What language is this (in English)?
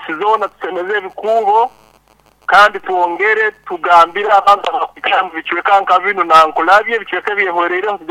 Nyoro